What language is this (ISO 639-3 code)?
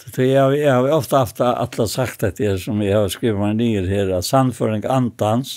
fao